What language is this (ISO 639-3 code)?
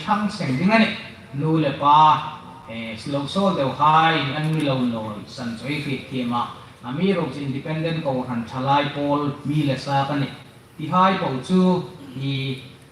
hmr